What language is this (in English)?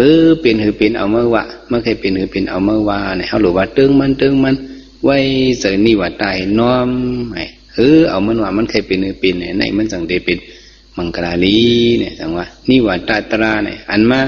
Shan